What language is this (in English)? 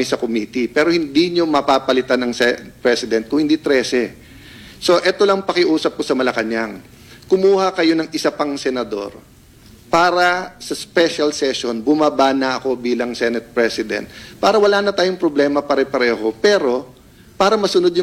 Filipino